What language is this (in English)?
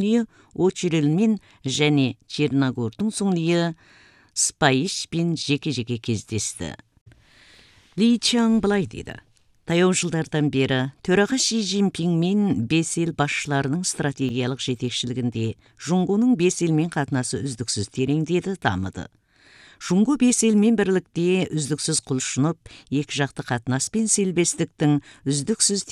Kazakh